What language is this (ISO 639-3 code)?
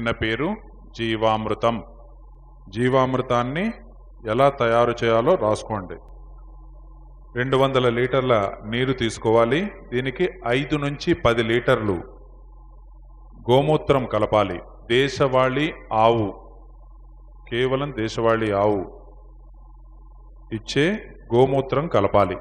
tel